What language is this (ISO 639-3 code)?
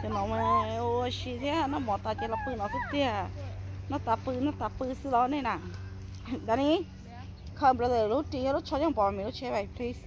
hmn